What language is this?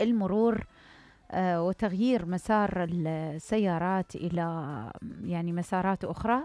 Mesopotamian Arabic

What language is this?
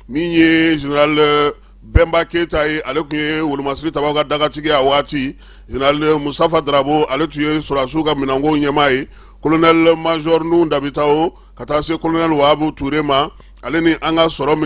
Bambara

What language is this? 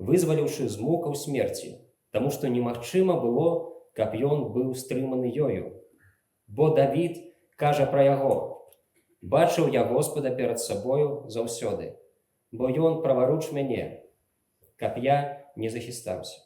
Belarusian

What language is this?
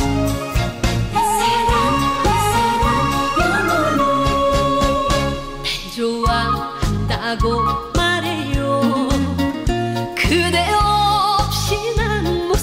Korean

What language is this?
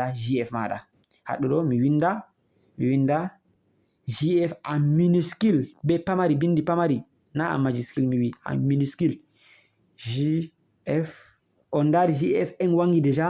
Fula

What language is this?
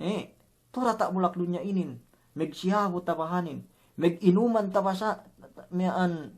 Yakan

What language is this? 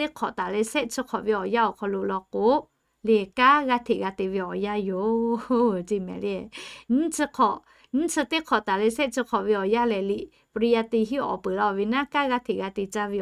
Lahu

